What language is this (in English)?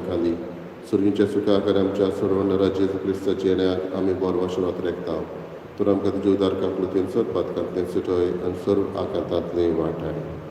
Konkani